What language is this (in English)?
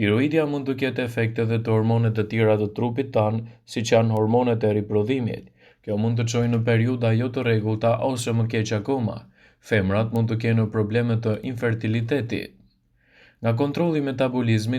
Albanian